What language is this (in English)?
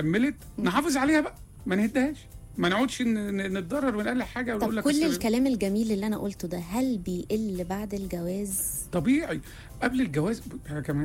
Egyptian Arabic